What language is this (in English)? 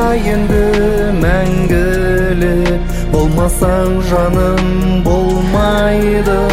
Kazakh